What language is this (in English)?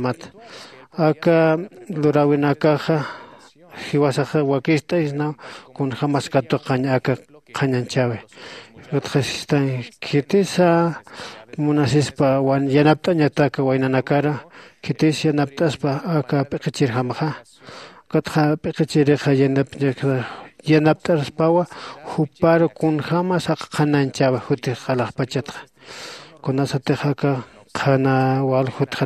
Aymara